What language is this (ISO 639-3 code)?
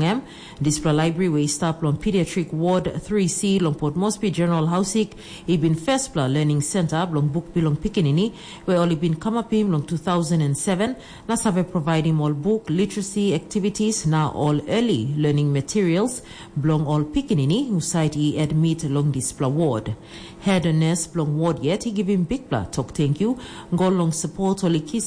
tpi